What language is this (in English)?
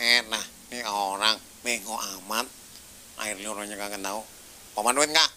Betawi